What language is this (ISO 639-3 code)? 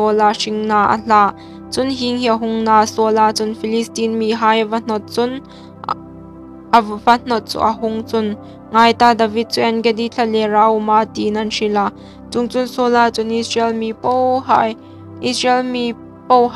hmr